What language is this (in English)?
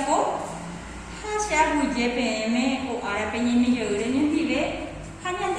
Guarani